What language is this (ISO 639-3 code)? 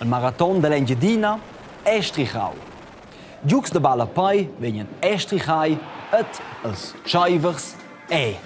roh